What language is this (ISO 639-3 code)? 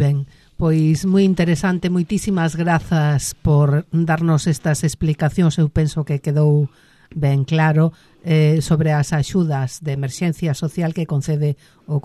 glg